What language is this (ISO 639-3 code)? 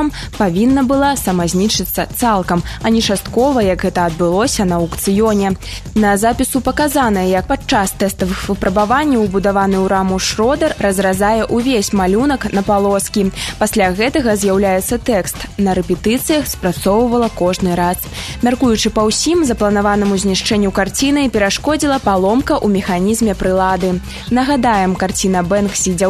bel